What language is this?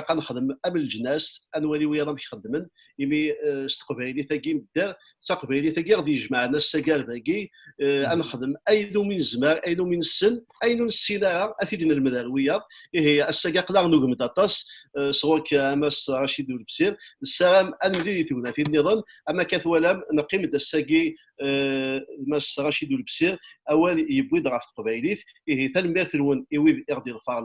Kabyle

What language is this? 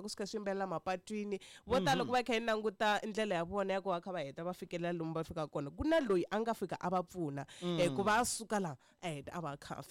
Tsonga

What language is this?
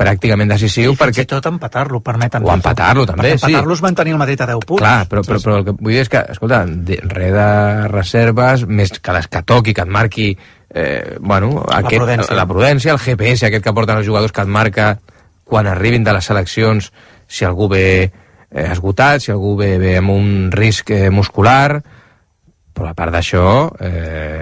Catalan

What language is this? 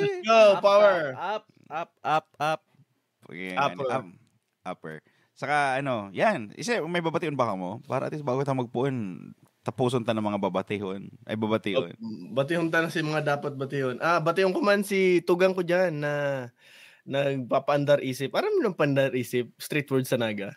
Bikol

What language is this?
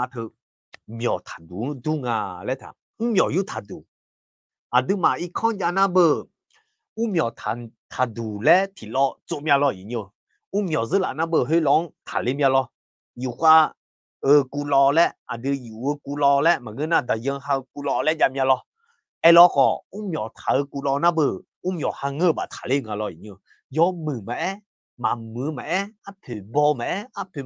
Akha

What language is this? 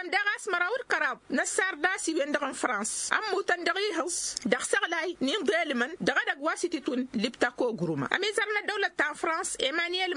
Tamasheq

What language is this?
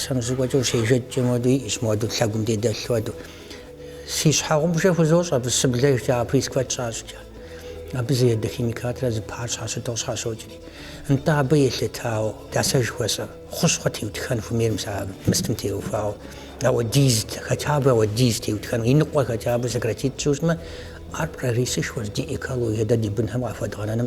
Kabardian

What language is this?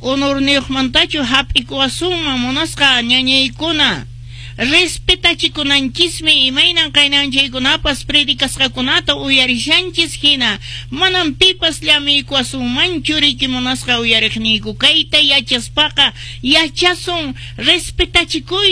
Quechua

